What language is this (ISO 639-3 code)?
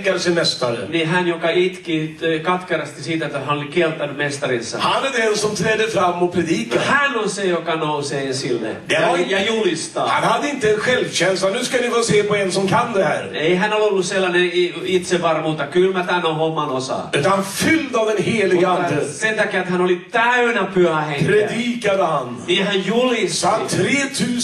swe